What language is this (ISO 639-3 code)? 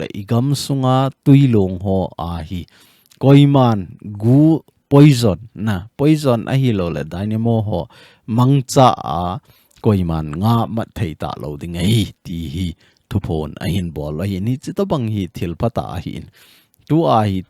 tcz